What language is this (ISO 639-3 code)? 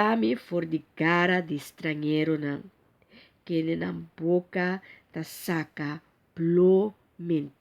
pap